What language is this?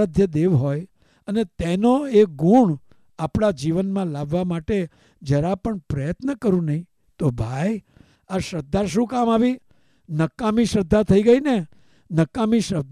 Gujarati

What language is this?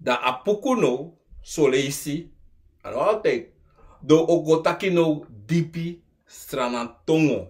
Sranan Tongo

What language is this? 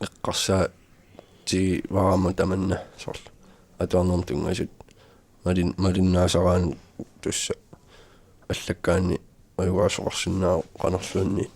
Kalaallisut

